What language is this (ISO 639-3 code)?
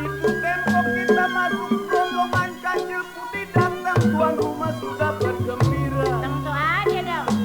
bew